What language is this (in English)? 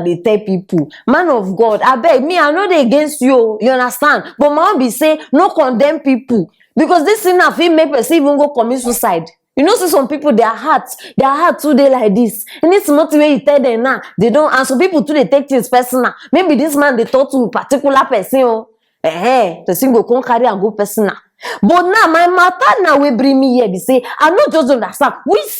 Nigerian Pidgin